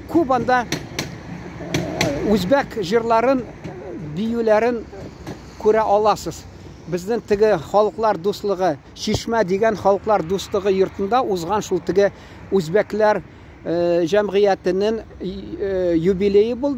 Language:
Tatar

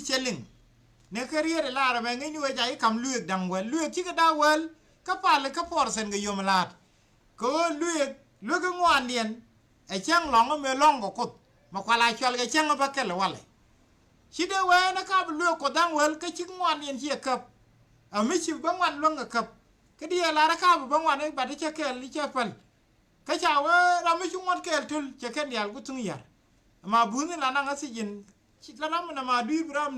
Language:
Nuer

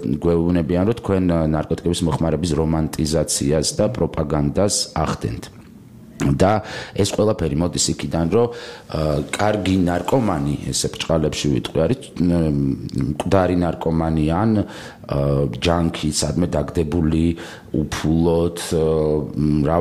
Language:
Georgian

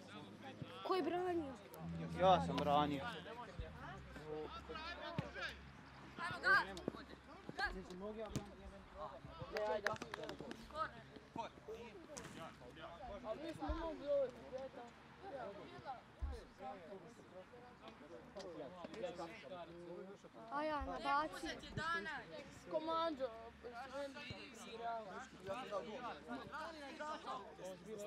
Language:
Croatian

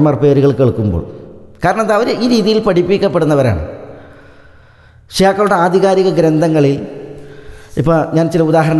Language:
Malayalam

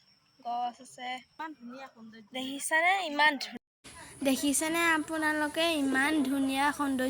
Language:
Assamese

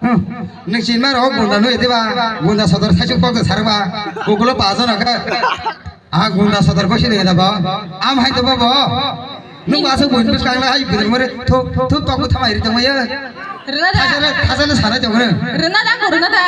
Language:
Kok Borok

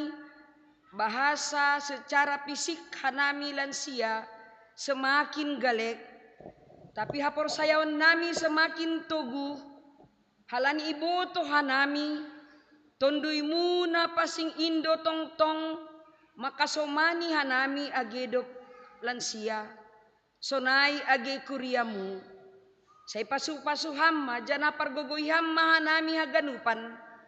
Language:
Batak Simalungun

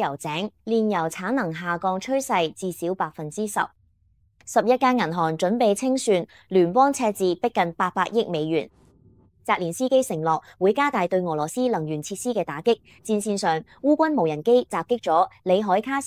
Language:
Cantonese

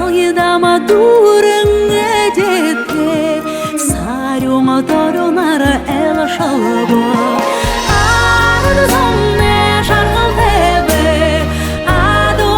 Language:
Buriat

